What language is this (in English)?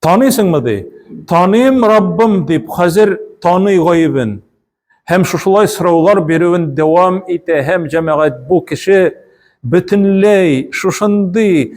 Tatar